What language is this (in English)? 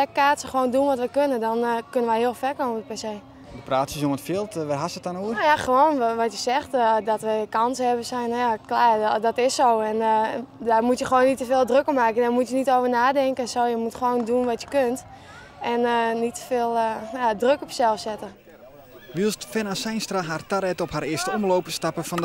Western Frisian